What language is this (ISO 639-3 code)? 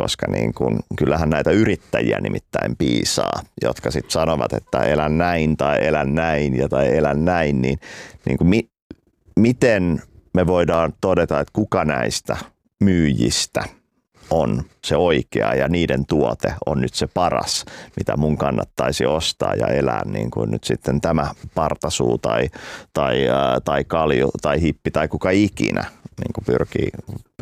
fin